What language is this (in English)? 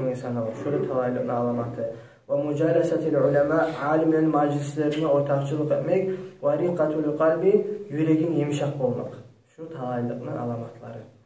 Kumyk